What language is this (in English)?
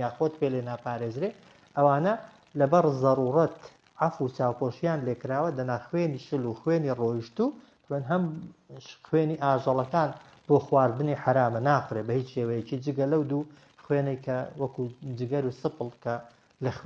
Central Kurdish